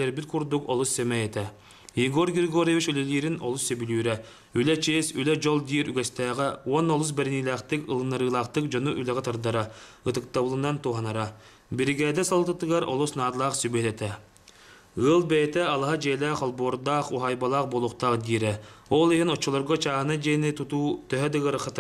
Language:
Yakut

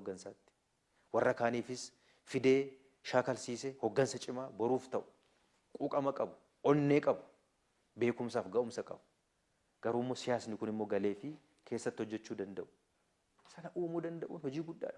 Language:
Oromo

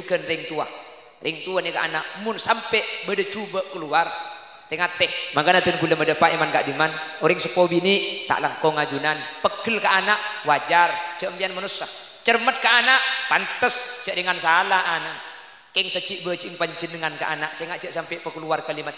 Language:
Madurese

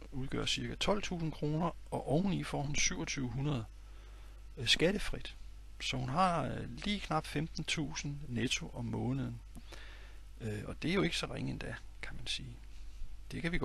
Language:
Danish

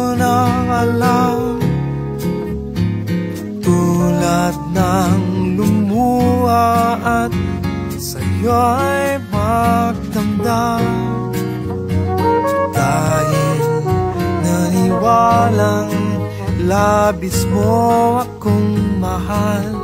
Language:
Filipino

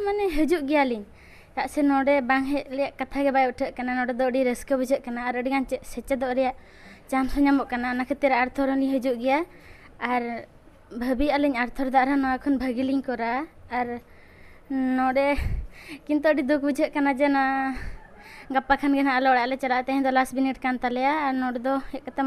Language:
Santali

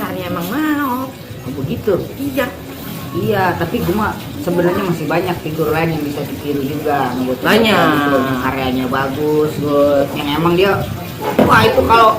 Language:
Betawi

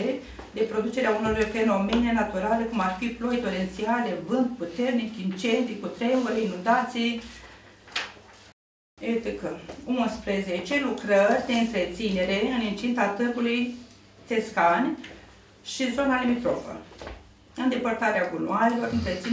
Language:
Romanian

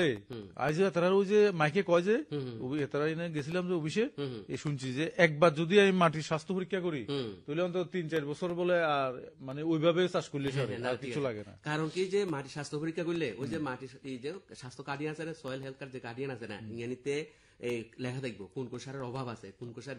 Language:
Bangla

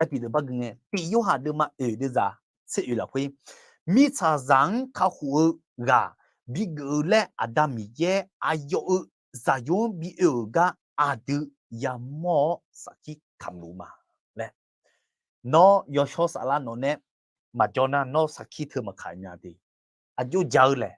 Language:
Akha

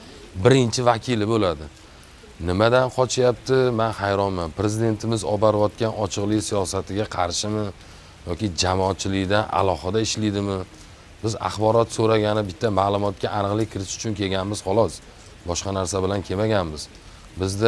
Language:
Uzbek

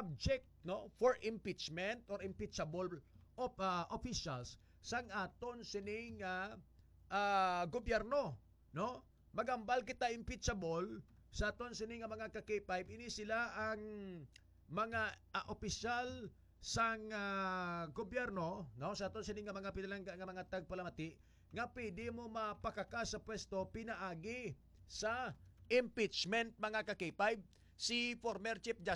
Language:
Hiligaynon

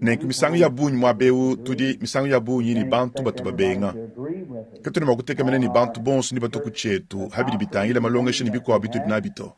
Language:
Luba-Lulua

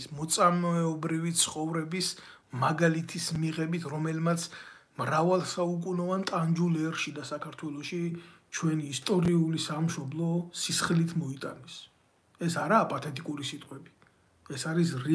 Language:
Georgian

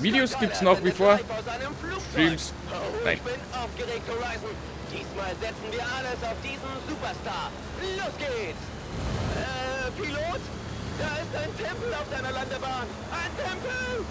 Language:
Bavarian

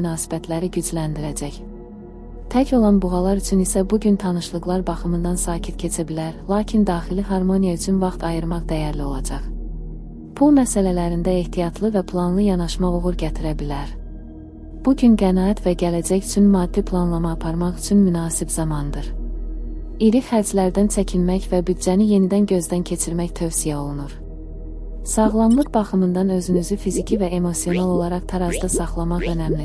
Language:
Azerbaijani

